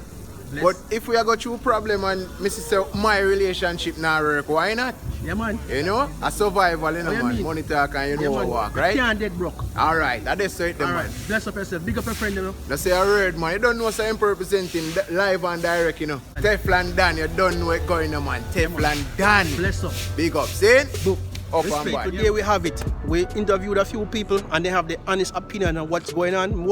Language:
Jamaican Creole English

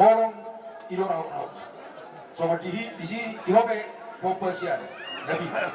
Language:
Batak Toba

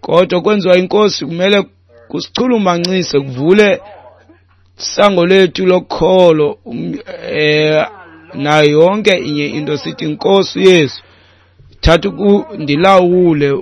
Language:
Xhosa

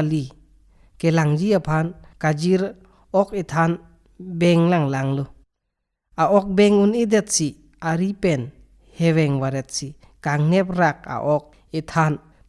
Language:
Karbi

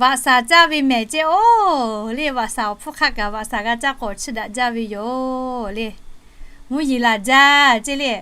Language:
Lahu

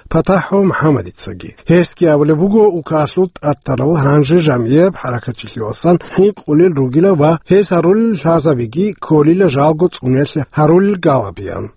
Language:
Avaric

